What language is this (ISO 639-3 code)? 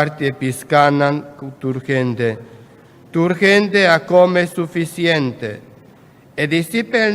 pap